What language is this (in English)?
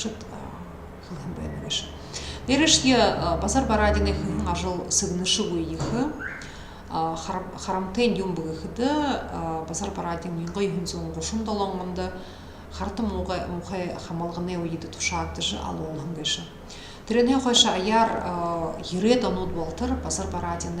Buriat